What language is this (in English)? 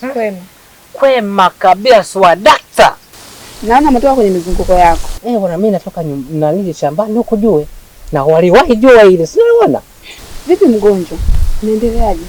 Swahili